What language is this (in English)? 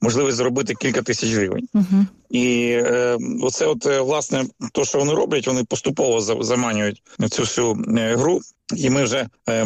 Ukrainian